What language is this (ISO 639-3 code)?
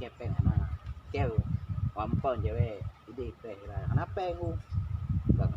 ace